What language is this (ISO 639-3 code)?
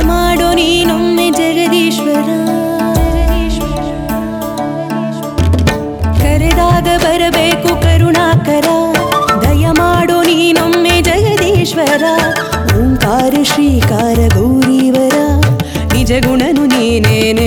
kan